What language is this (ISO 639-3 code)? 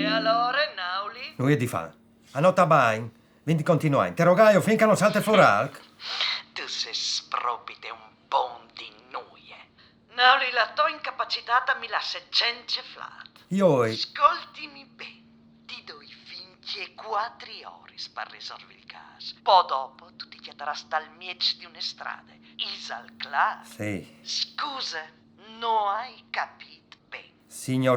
fur